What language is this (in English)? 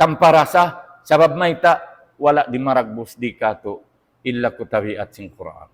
Tausug